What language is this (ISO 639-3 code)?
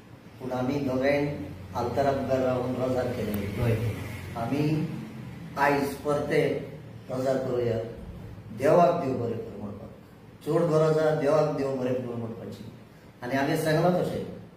kok